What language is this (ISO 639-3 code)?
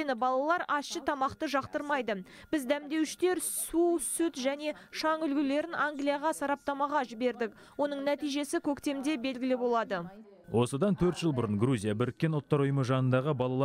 kaz